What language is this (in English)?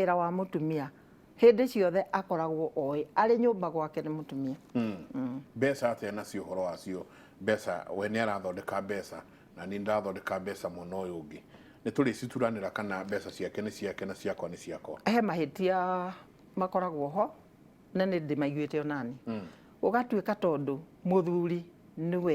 Kikuyu